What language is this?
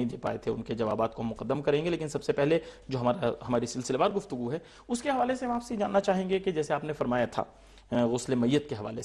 Urdu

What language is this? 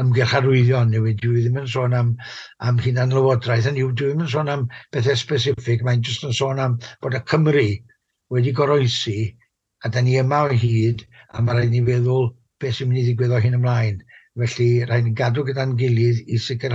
Welsh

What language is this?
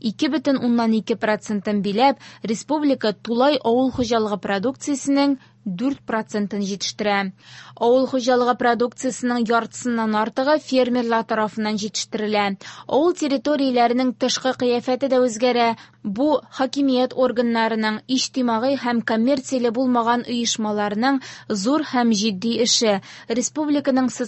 Tatar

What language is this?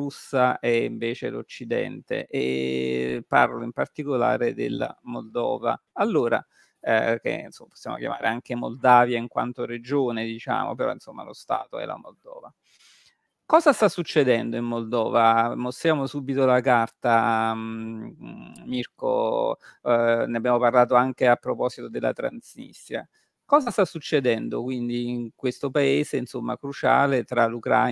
Italian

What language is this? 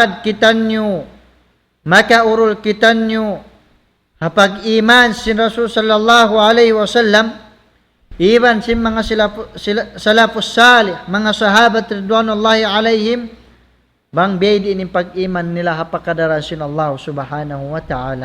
Tausug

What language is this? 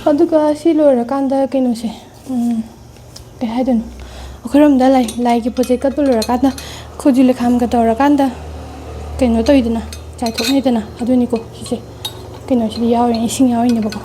Manipuri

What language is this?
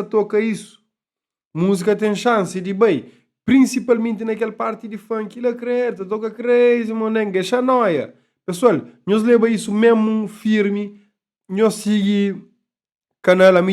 Kabuverdianu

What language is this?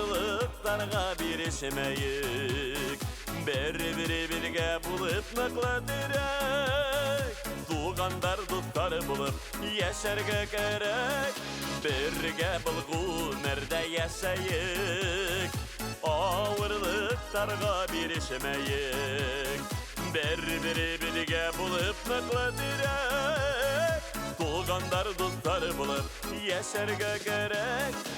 Bashkir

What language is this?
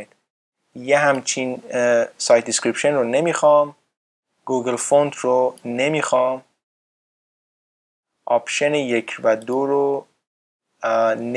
Persian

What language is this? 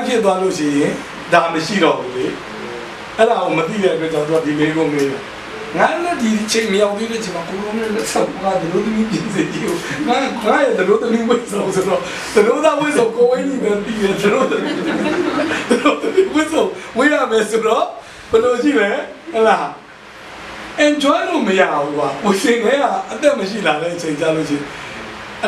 Burmese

